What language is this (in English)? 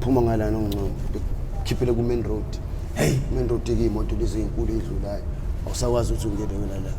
Zulu